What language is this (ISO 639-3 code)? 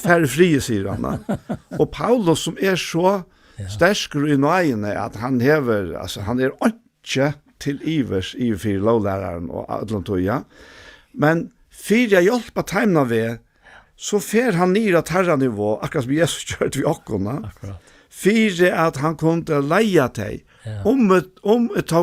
fao